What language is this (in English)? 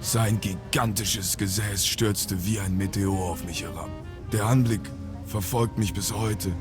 Bavarian